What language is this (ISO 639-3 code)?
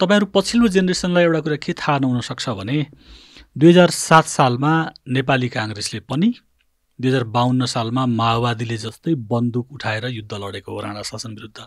nep